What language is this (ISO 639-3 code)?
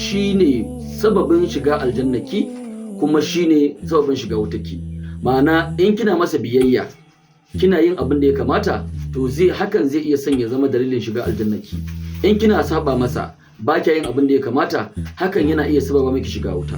hau